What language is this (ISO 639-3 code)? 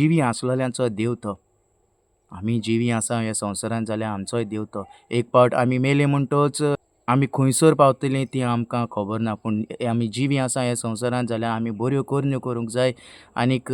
kok